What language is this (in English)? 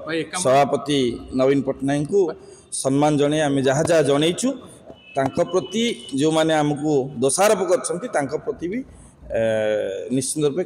Odia